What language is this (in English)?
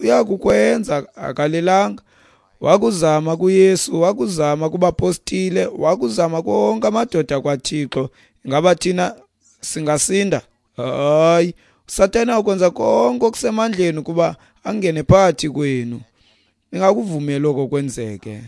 Xhosa